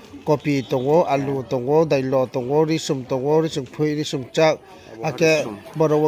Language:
Riang (India)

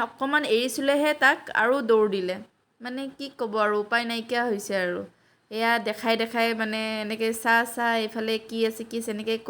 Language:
Assamese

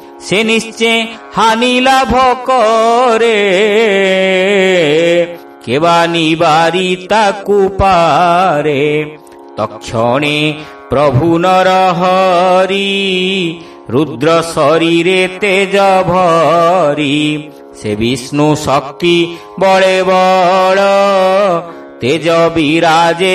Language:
Odia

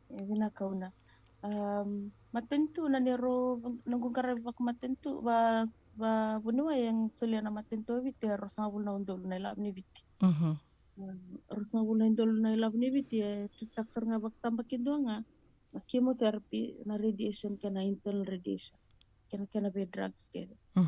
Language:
Fijian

